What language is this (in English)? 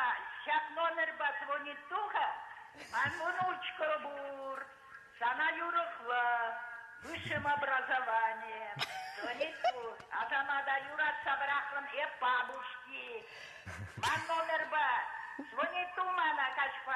Chuvash